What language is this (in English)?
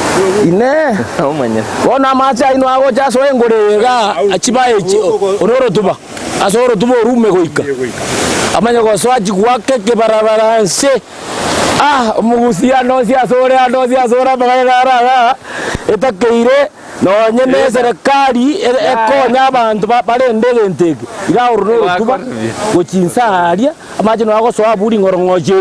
Gusii